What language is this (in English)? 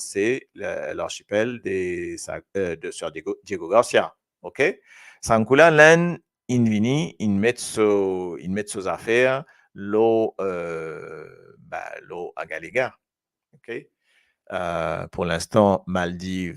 Morisyen